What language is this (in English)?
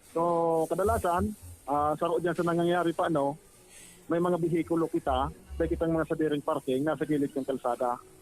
Bikol